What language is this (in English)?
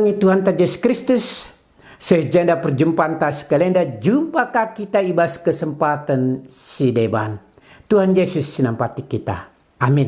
Batak Karo